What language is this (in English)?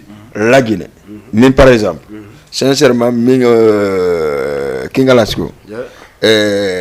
Fula